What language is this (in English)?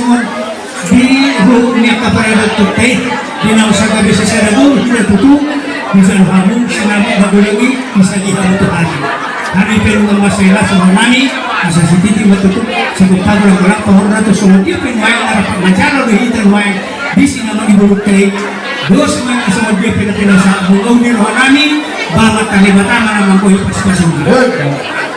Batak Toba